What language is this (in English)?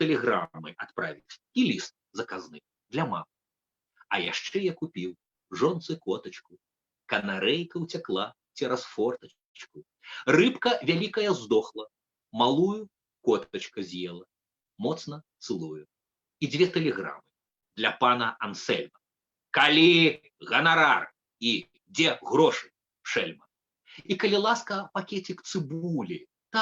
Belarusian